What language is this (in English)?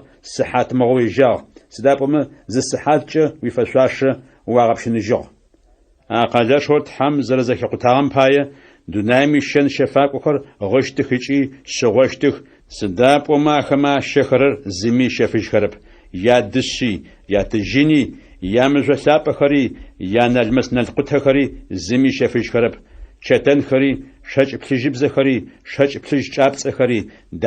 Adyghe